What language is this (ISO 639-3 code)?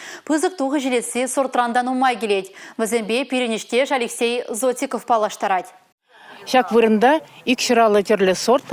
chv